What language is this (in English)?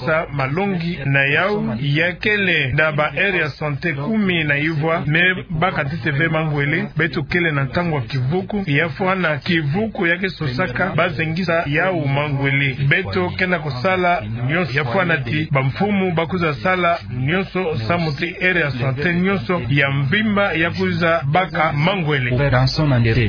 Kituba (Democratic Republic of Congo)